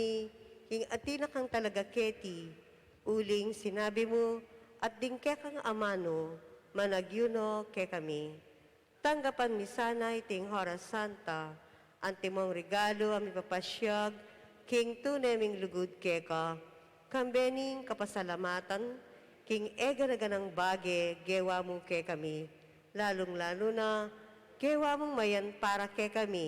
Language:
Pampanga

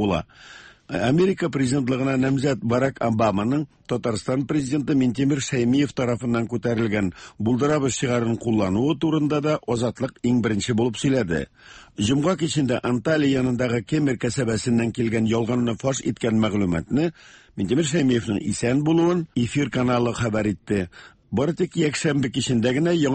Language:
Tatar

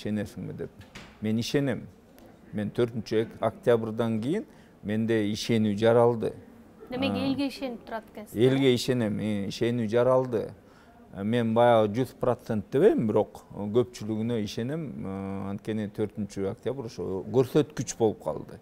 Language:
Kyrgyz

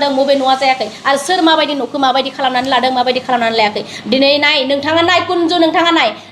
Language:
Bodo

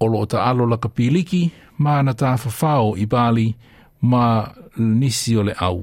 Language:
Samoan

